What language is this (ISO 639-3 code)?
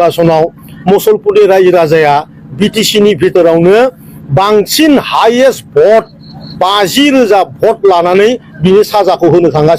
brx